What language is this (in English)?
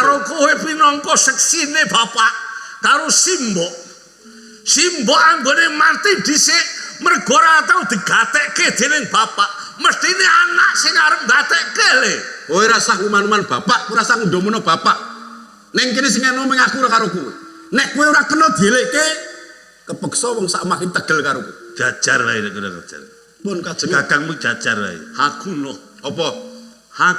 Javanese